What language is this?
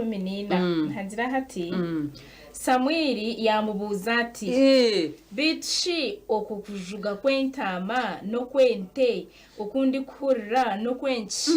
Nyankole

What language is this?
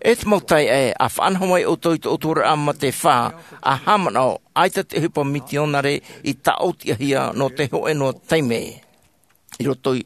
Tahitian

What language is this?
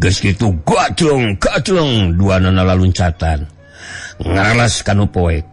Sundanese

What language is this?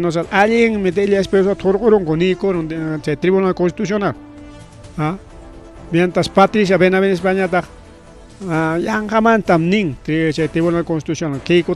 Ayacucho Quechua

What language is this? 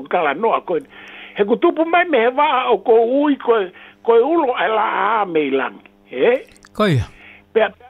Tongan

